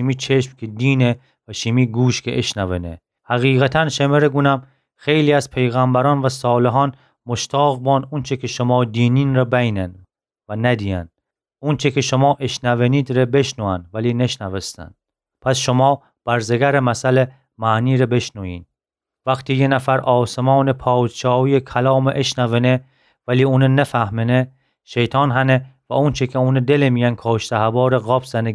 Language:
Gilaki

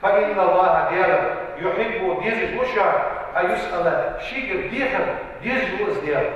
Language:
Ingush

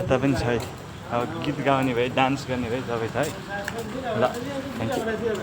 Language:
Nepali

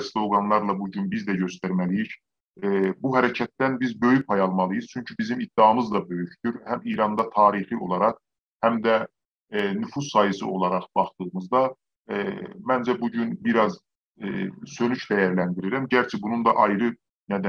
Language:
South Azerbaijani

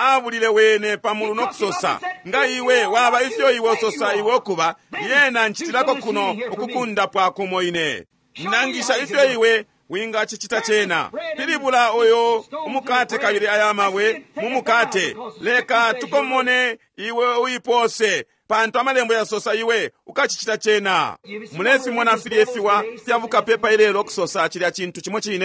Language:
Bemba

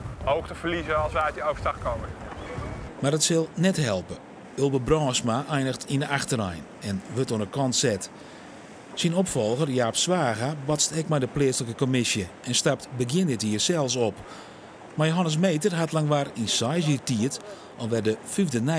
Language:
Western Frisian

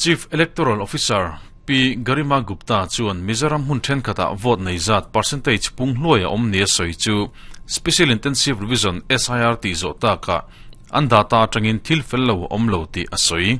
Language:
Mizo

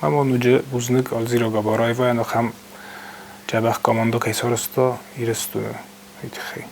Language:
Ossetic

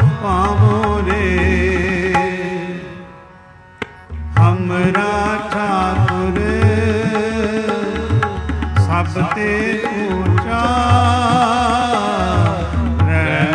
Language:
Punjabi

